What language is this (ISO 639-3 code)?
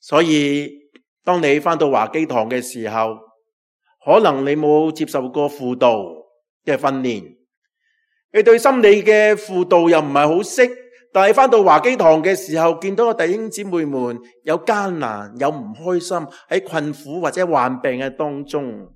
yue